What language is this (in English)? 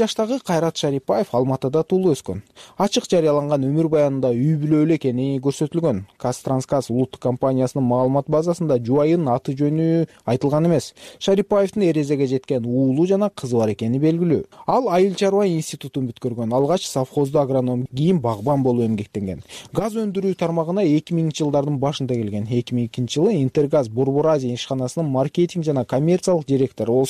Kyrgyz